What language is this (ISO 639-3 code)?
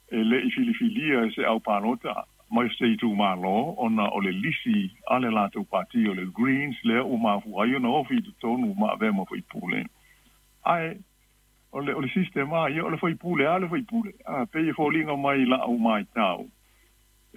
smo